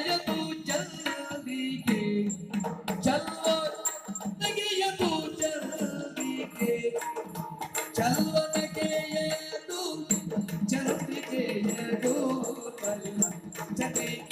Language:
Kannada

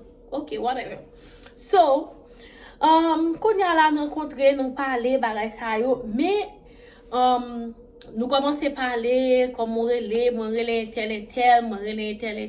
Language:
Haitian Creole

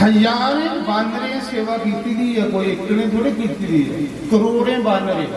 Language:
Dogri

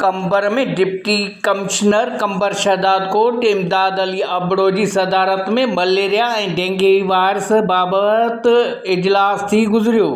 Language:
Sindhi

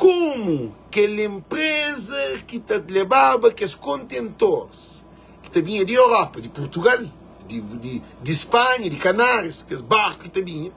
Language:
Kabuverdianu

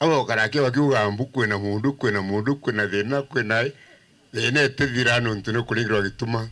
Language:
Meru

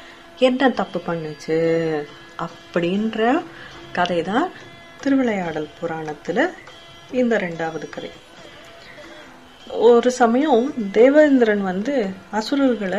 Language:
Tamil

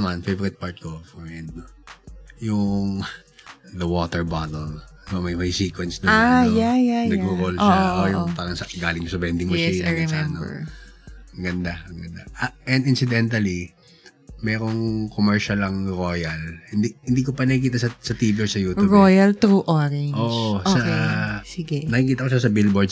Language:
Filipino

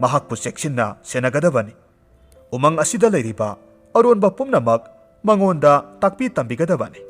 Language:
Manipuri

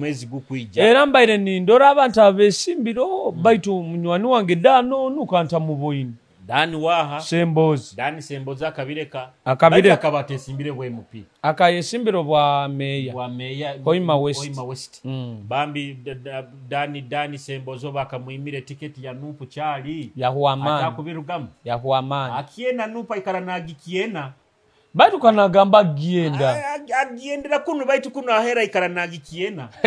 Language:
Nyoro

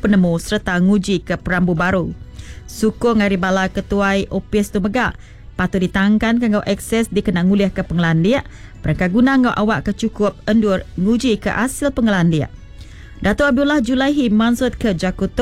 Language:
Iban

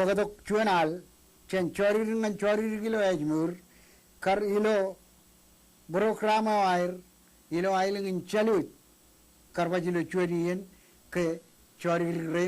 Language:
Marshallese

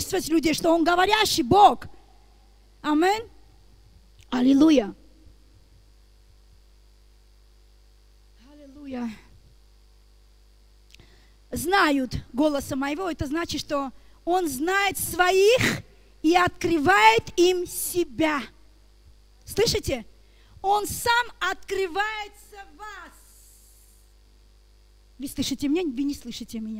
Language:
Russian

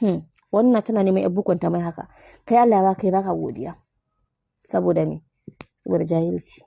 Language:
Hausa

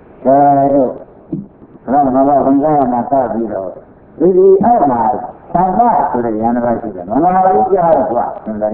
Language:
Burmese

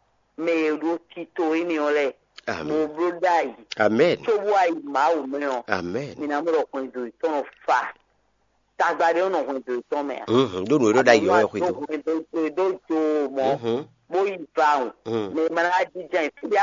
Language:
Fon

